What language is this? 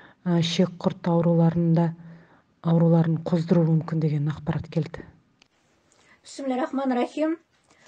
Kazakh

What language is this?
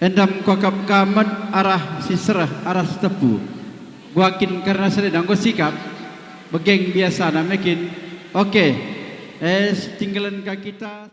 Batak Karo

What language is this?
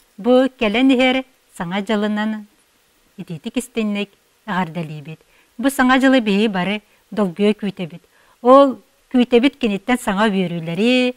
Yakut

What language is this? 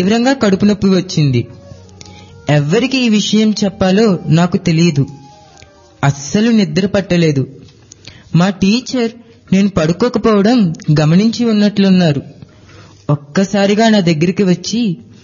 Telugu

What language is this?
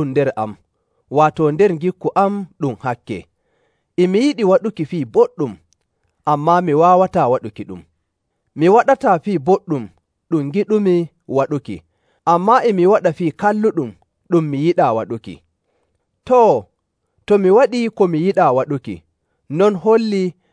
Nigerian Fulfulde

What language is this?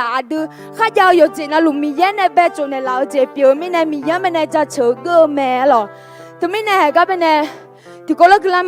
Akha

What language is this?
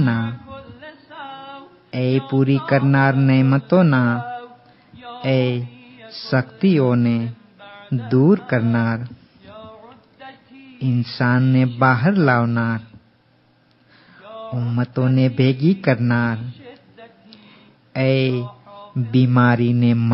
Gujarati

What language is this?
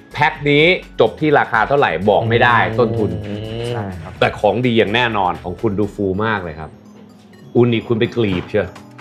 Thai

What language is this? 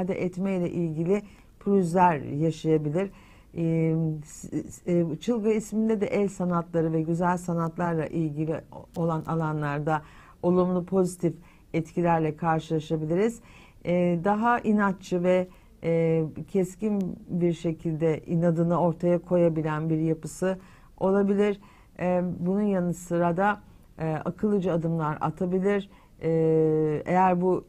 Turkish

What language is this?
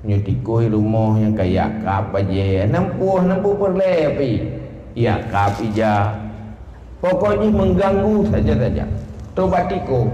Achinese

